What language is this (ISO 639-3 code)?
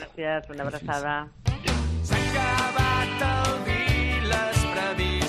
cat